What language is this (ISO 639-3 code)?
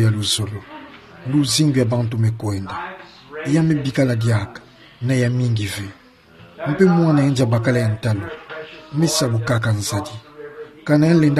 ktu